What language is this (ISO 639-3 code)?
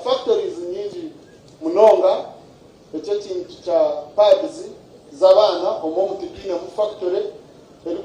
nyn